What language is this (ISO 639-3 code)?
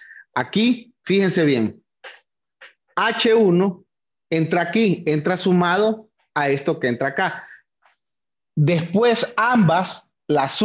spa